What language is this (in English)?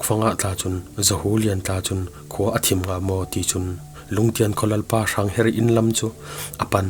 Falam Chin